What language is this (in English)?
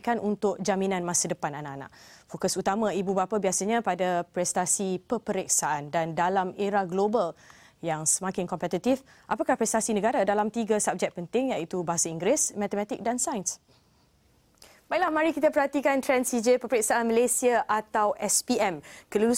Malay